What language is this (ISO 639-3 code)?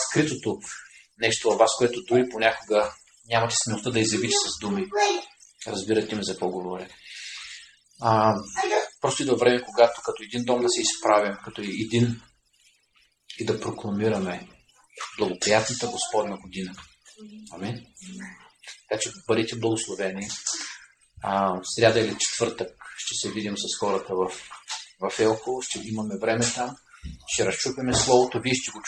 bul